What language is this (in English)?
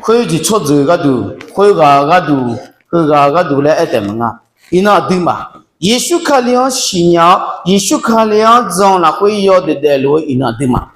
Akha